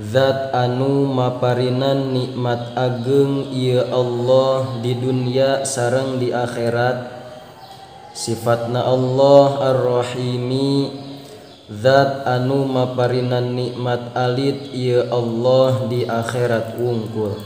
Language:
Sundanese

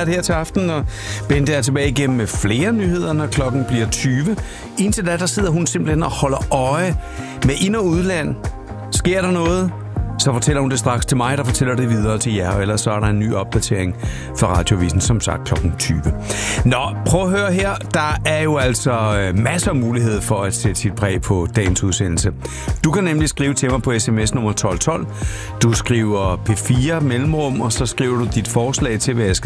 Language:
Danish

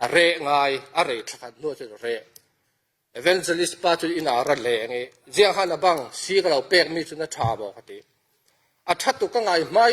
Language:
Falam Chin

